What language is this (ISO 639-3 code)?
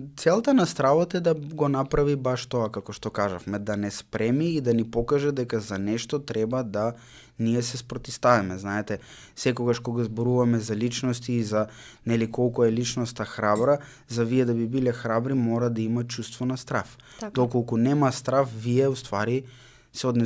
mkd